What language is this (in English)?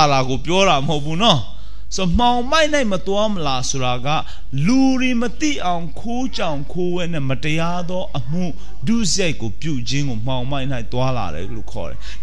Burmese